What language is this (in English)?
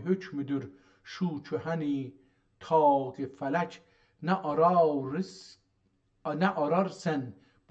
South Azerbaijani